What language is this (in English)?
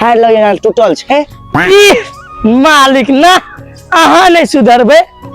Maithili